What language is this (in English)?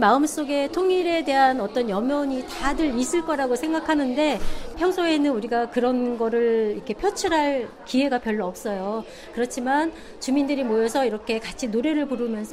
Korean